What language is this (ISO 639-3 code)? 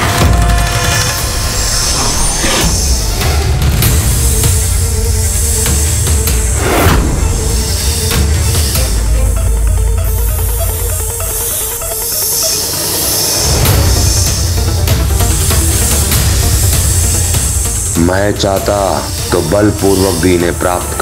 hin